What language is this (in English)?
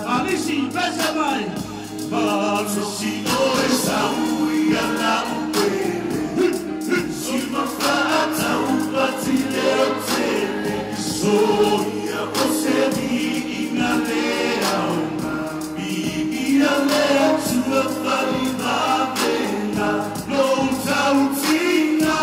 Samoan